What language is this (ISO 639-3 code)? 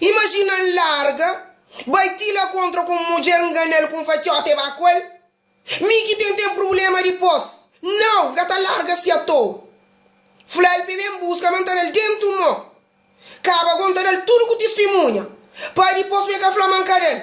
kea